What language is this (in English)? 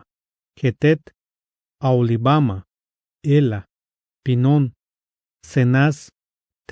Tzeltal